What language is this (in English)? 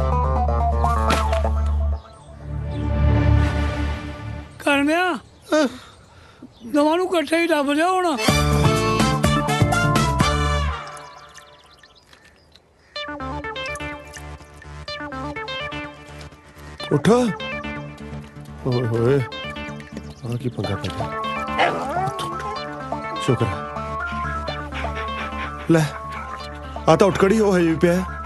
Punjabi